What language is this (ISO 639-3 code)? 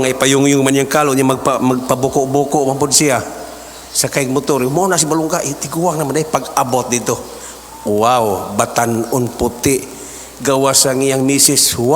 ceb